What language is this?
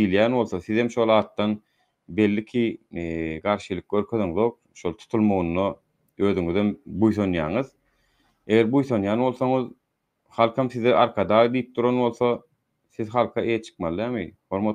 Turkmen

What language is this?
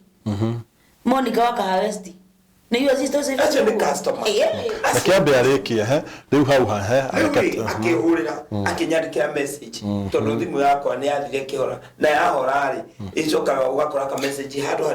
Kikuyu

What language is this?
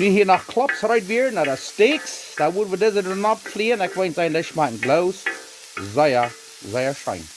Plautdietsch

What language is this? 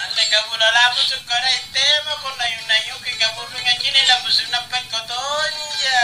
Makasar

